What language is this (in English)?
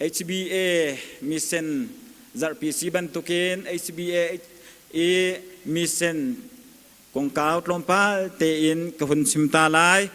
Hakha Chin